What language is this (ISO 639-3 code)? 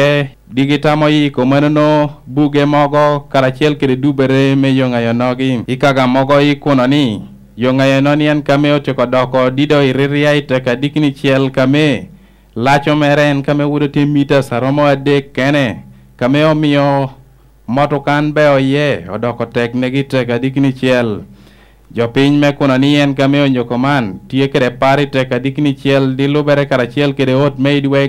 laj